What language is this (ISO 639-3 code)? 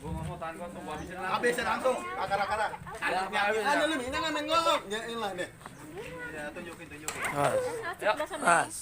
bew